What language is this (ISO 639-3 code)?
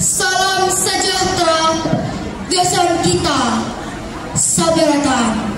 bjn